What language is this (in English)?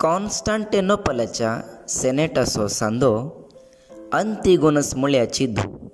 Konkani